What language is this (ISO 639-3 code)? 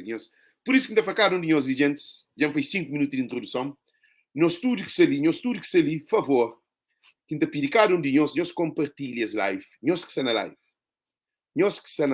kea